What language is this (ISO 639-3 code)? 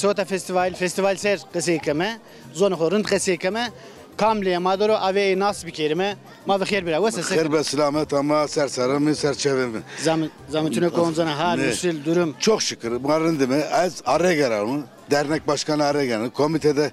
zza